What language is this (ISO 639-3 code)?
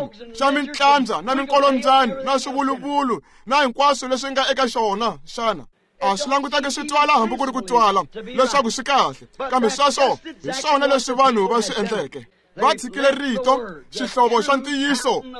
tso